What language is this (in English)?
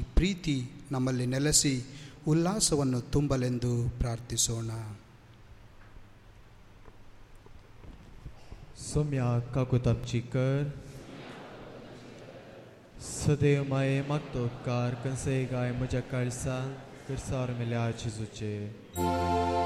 Konkani